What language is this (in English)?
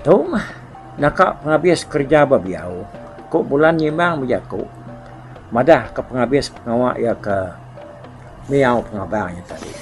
Iban